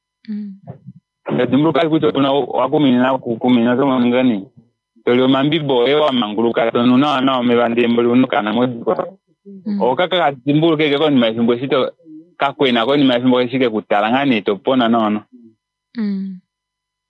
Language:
Kuanyama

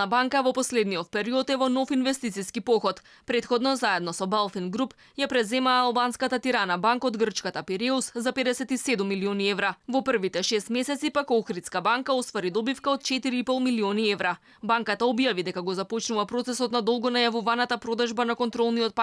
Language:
Macedonian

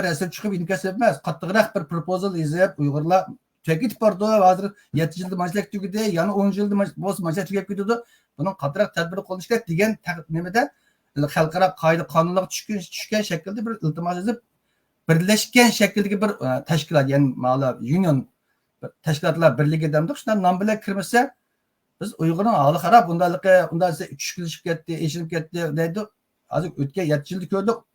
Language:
Uyghur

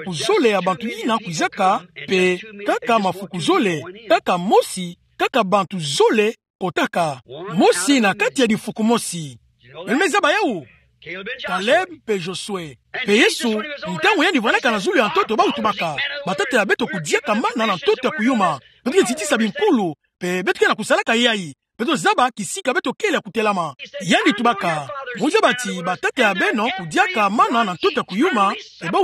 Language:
Kituba (Democratic Republic of Congo)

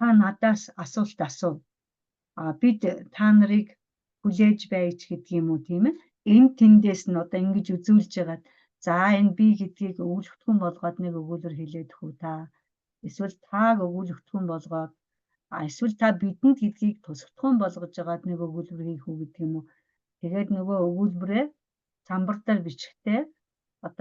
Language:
Mongolian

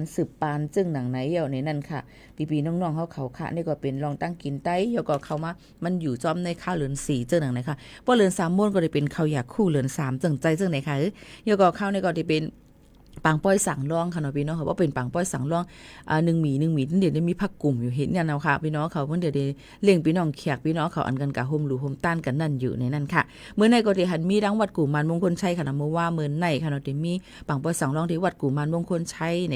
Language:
Shan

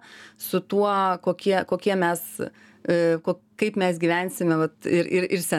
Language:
Lithuanian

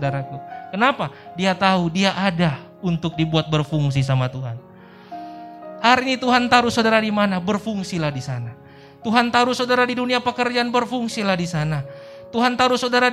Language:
Indonesian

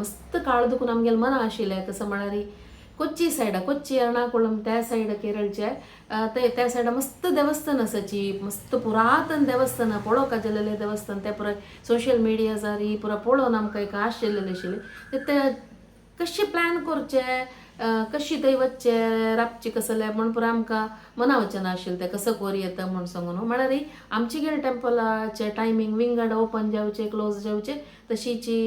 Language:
Konkani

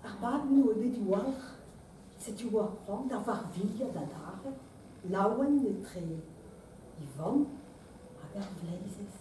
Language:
Breton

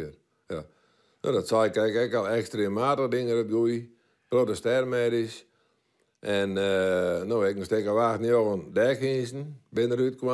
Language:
Western Frisian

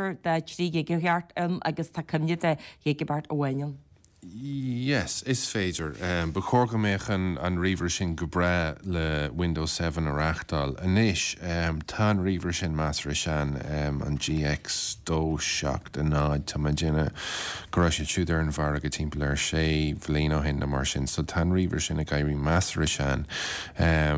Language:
Irish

